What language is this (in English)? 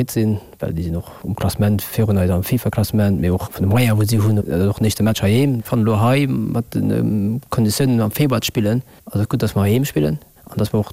Luxembourgish